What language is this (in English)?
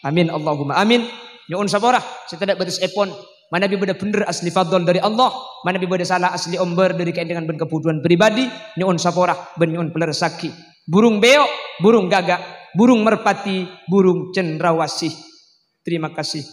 Madurese